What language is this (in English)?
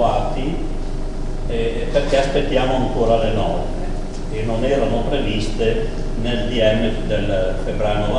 Italian